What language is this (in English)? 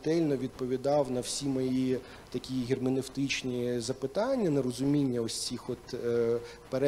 Ukrainian